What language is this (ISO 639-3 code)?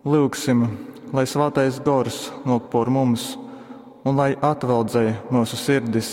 ltg